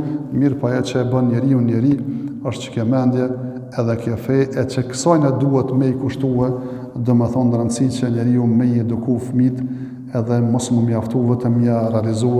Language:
Albanian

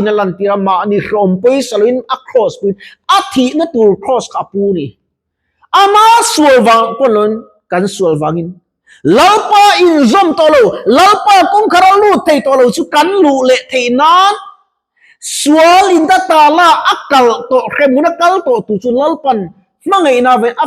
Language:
Mizo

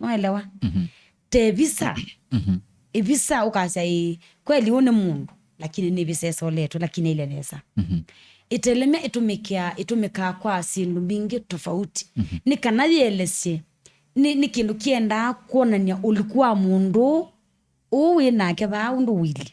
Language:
Kamba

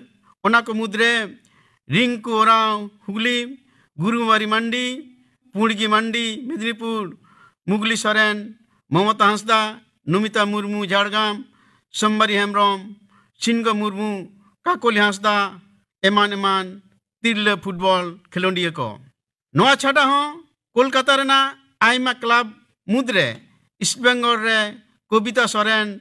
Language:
Santali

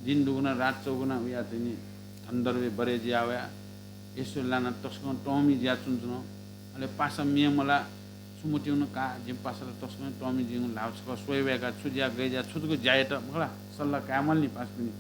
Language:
Newari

